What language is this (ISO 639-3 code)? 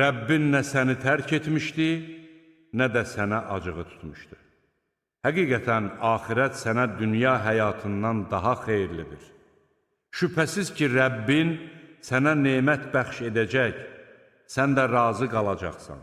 aze